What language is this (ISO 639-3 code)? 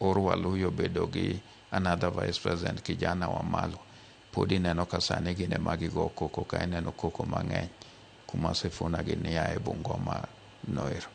luo